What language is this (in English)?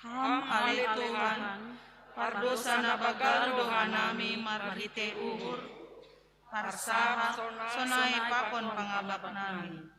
Batak Simalungun